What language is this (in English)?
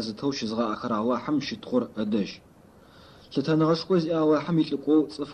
Adyghe